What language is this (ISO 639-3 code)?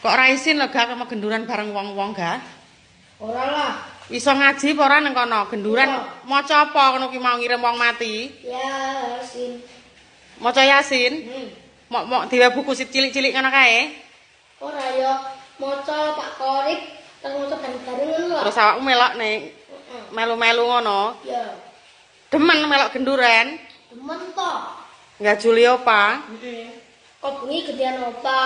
jav